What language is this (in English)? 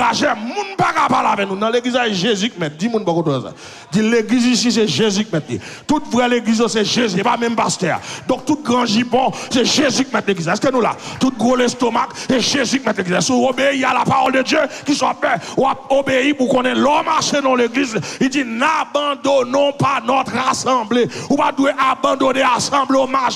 Haitian Creole